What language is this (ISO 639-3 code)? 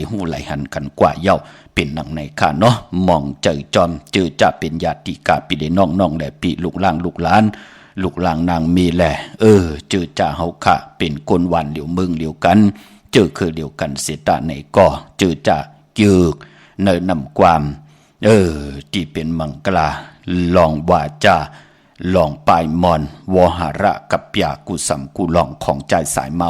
shn